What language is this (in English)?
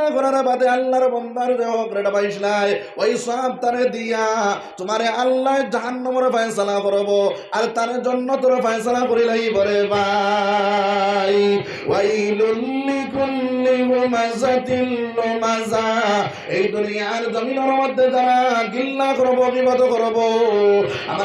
Sylheti